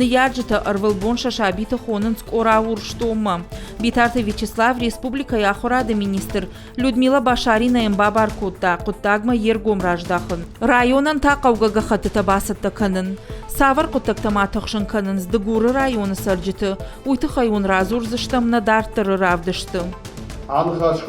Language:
Ossetic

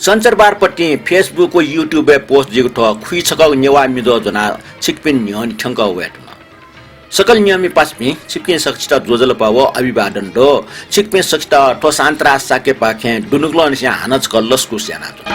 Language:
Newari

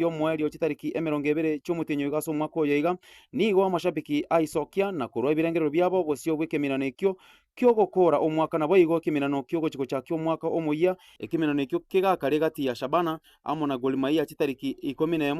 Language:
Gusii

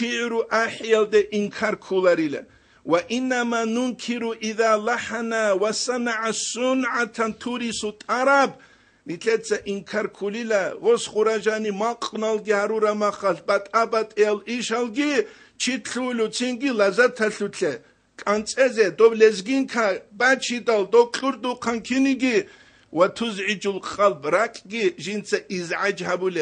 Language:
Avaric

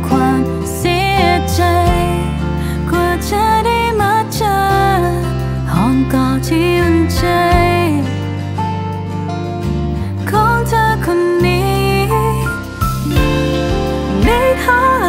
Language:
Thai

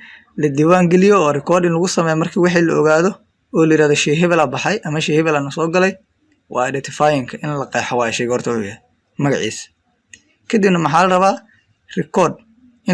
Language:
Somali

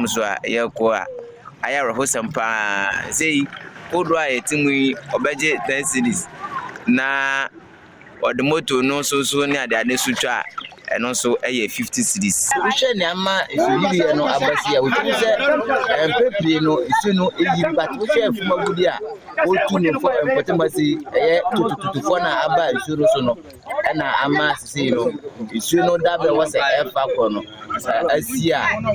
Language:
Akan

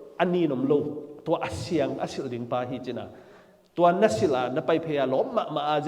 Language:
Tedim Chin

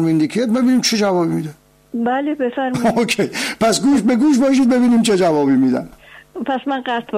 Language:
Persian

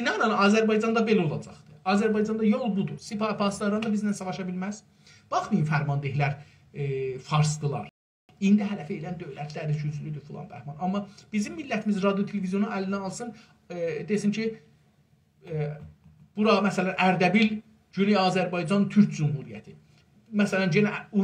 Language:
South Azerbaijani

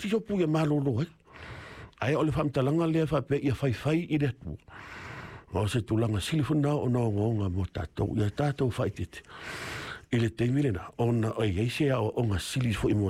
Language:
Samoan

